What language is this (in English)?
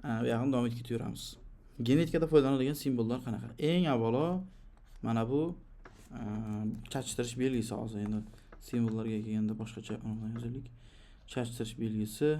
Uzbek